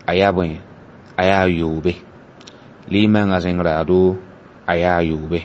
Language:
Mossi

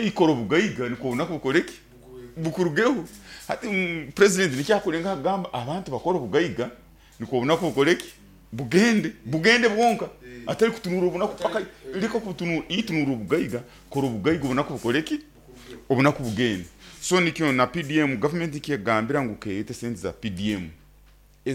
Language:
Nyoro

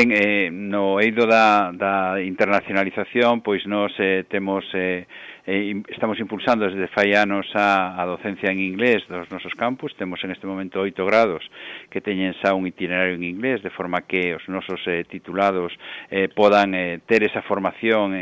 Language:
Galician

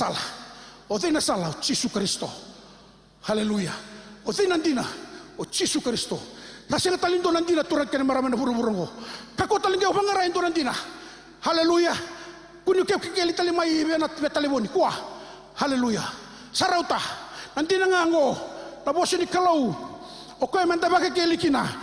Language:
Fijian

